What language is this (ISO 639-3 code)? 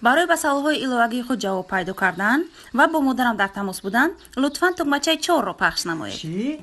tgk